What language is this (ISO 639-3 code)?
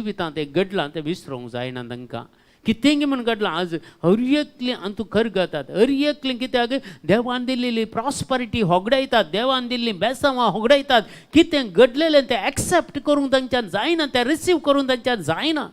kok